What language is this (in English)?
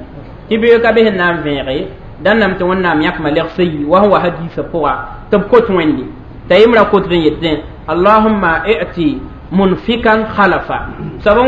Mossi